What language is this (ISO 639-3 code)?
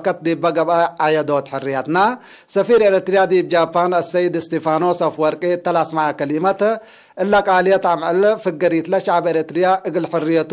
tig